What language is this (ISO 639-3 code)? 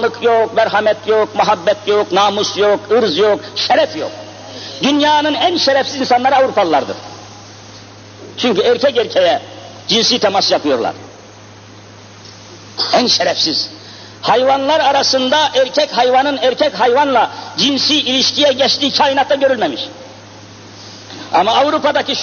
tur